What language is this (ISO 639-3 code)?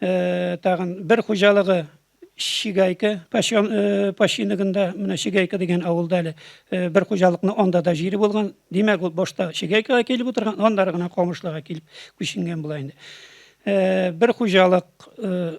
tat